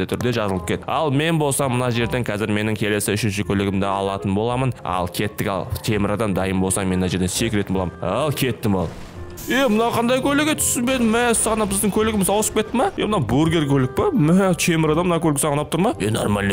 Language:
Kazakh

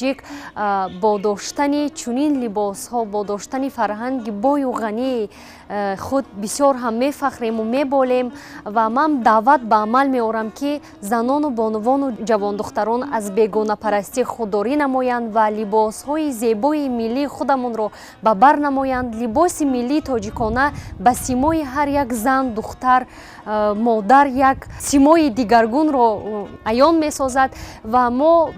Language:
Tajik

